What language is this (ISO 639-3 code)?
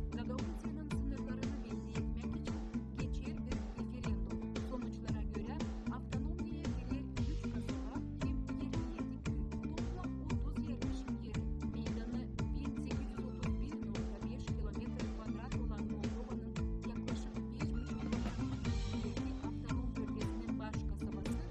gag